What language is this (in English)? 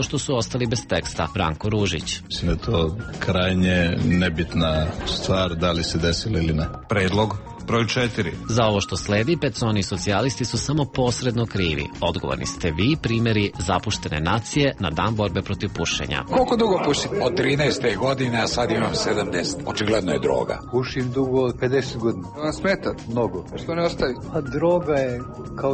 Serbian